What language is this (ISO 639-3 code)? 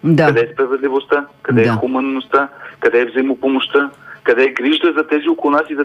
bul